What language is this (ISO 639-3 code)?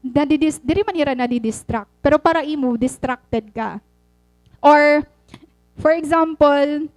war